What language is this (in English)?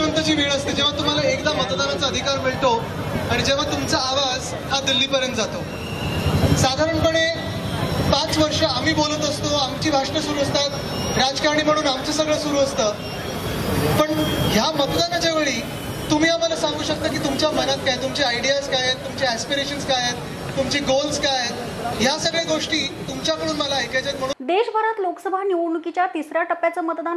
Marathi